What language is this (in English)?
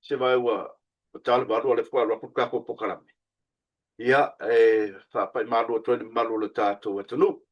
Samoan